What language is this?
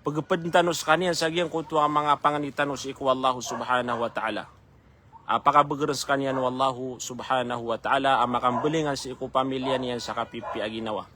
Maranao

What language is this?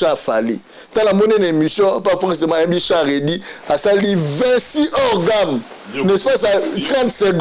Lingala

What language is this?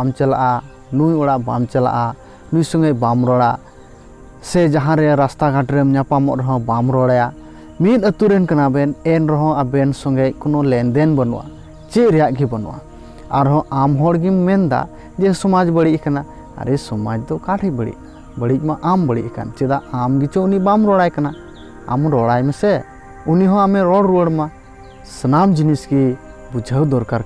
Santali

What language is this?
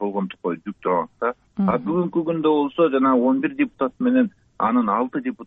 Kyrgyz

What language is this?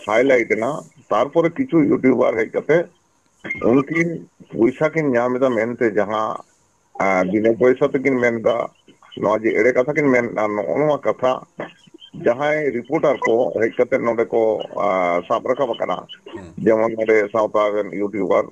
Santali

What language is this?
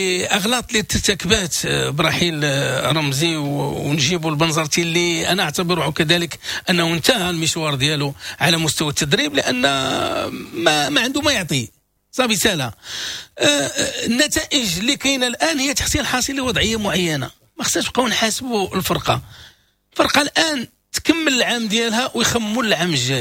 Moroccan Arabic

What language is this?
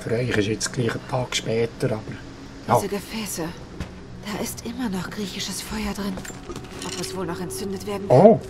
Swiss German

